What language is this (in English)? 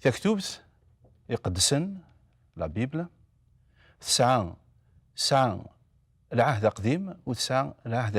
Kabyle